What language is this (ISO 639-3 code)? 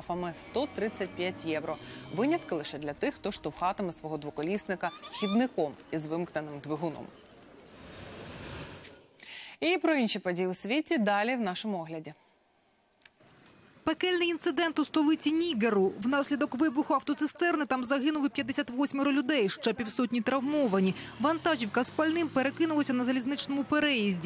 ukr